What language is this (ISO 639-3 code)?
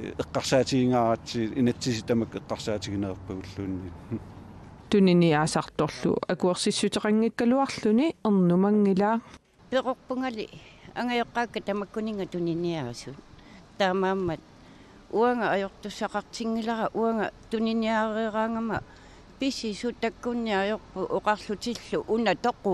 kal